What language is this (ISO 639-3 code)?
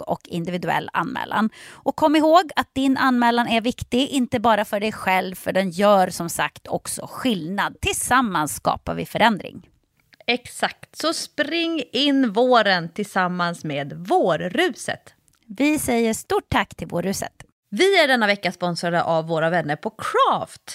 swe